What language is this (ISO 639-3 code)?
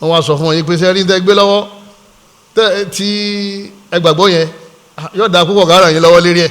yor